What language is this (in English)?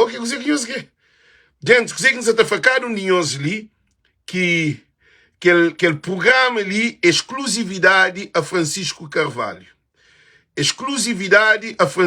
Kabuverdianu